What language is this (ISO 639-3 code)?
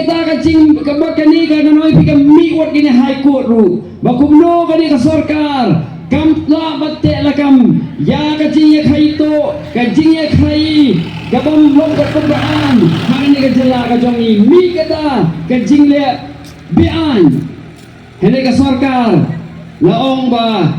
kha